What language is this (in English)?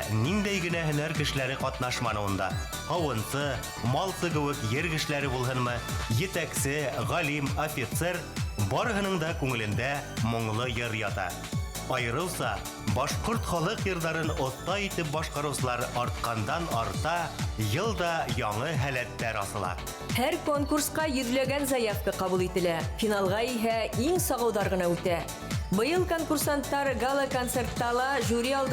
Bashkir